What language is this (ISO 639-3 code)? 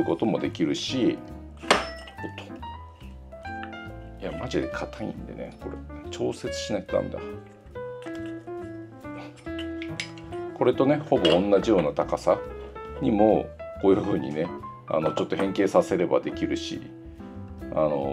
jpn